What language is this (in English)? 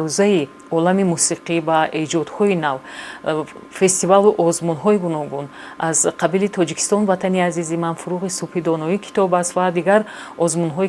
Tajik